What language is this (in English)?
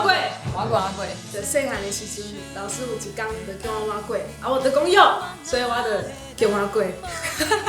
Min Nan Chinese